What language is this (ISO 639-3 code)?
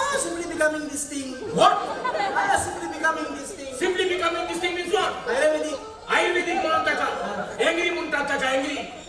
kok